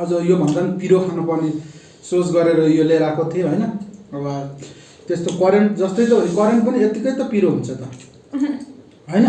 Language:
Nepali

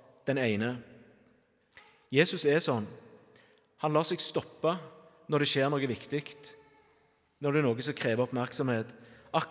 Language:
Norwegian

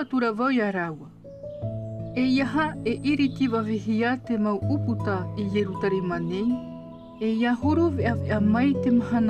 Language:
Tahitian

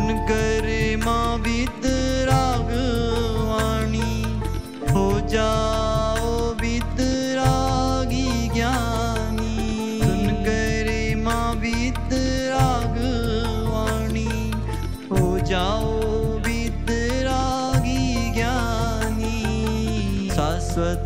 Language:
Hindi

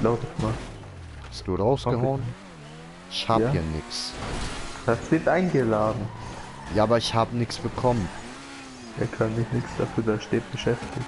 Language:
Swiss German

